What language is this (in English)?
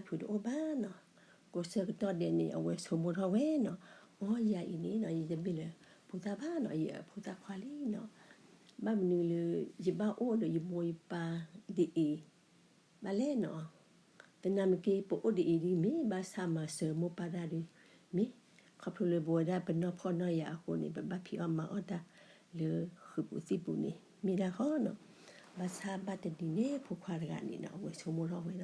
S'gaw Karen